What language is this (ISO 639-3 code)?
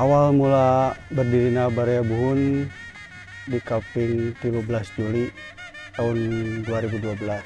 sun